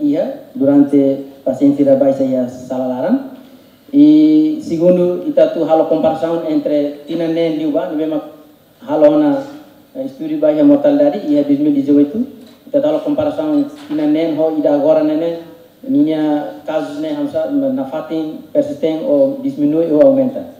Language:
Tetum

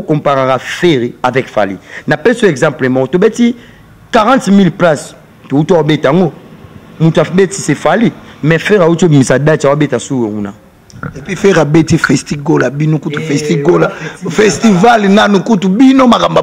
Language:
Lingala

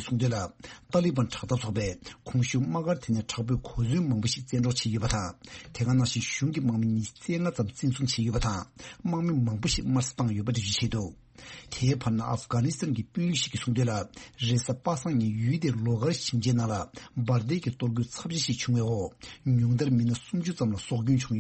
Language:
Tibetan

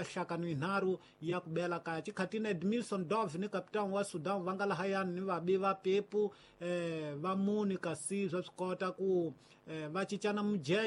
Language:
Tsonga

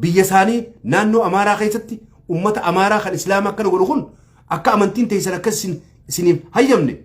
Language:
Oromo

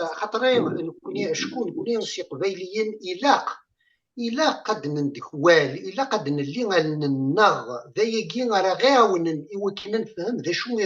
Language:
Kabyle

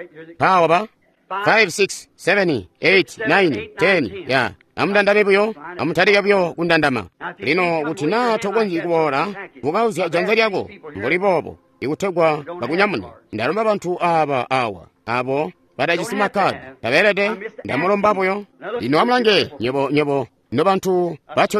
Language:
Tonga (Zambia)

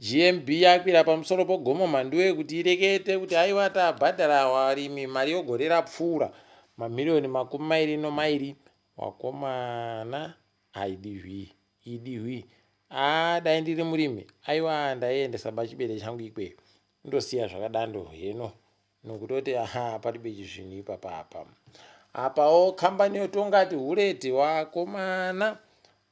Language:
Ndau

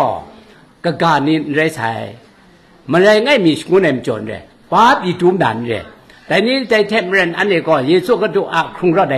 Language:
Kachin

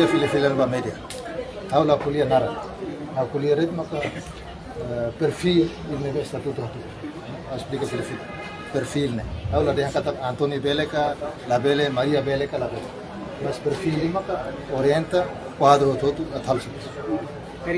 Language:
Tetum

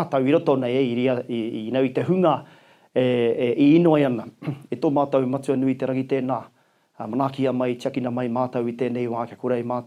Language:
Māori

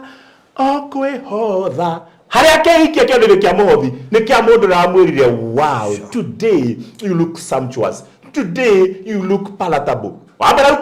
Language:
Kikuyu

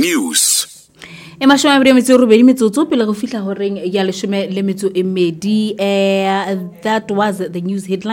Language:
Northern Sotho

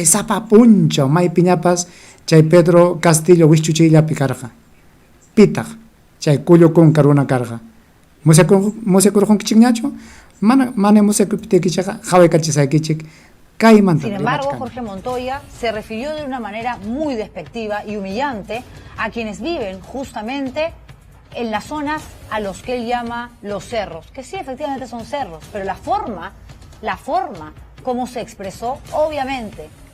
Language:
Ayacucho Quechua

